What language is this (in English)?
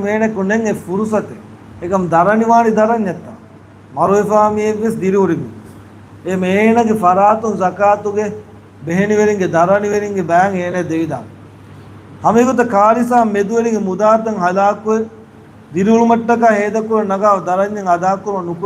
Divehi